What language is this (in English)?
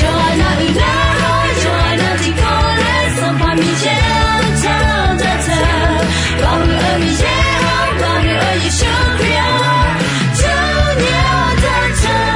Akha